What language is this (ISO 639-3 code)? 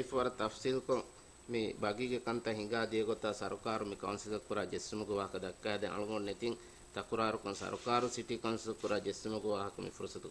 div